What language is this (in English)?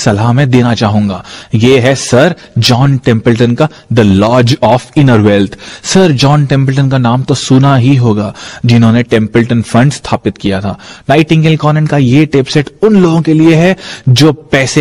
Hindi